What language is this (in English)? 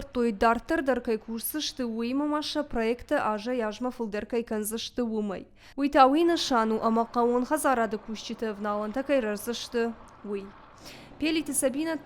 Ossetic